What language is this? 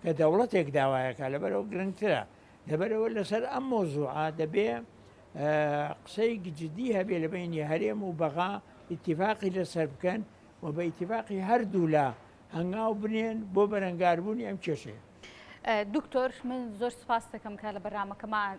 Central Kurdish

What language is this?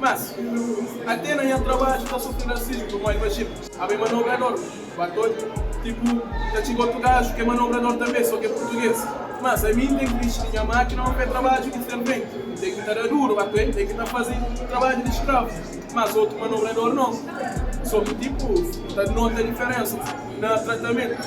Kabuverdianu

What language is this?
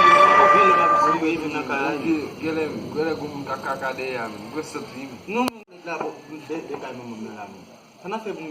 Haitian Creole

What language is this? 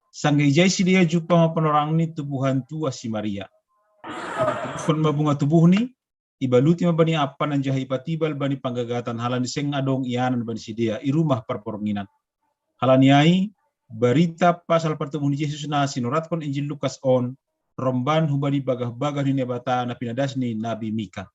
Batak Simalungun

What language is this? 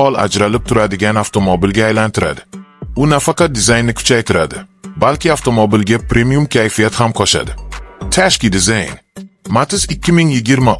Uzbek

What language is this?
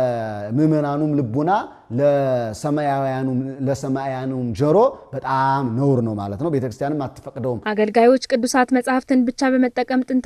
Amharic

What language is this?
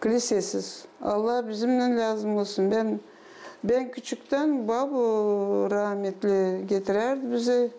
Gagauz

